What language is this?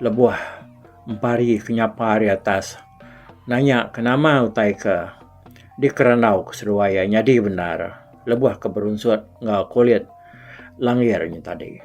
Iban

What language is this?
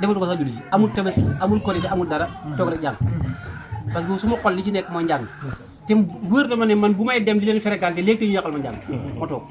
Wolof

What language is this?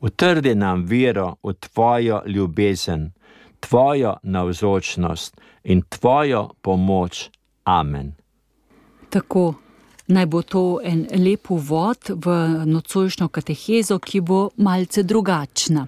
Slovenian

